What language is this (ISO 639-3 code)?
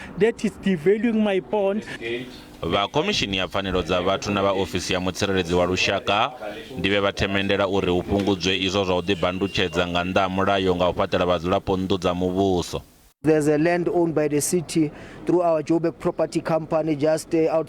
ven